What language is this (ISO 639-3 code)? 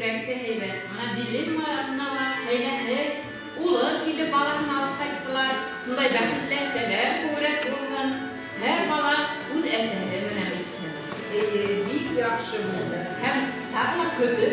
bak